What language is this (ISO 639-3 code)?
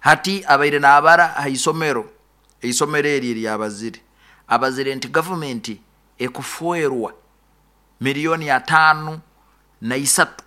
nyo